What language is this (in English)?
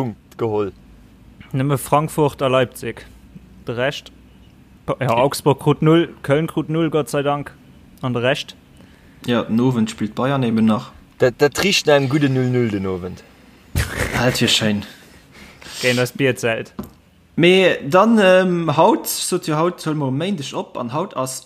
Luxembourgish